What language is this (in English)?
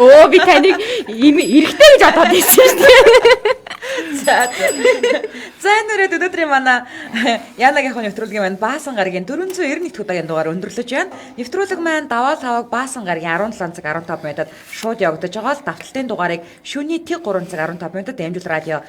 Mongolian